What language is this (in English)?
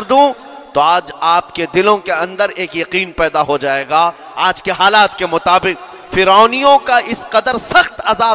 Urdu